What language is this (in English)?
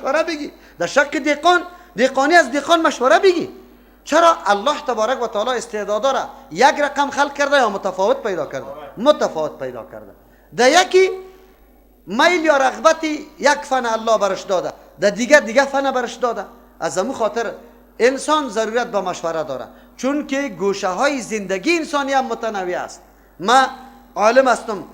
Persian